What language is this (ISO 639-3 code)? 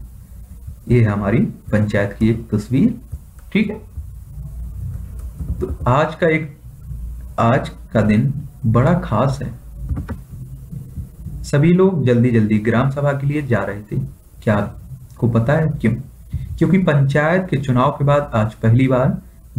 hin